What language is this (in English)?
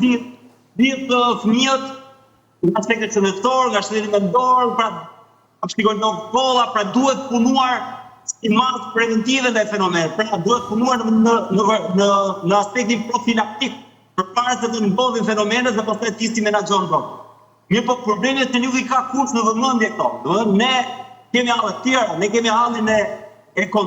Albanian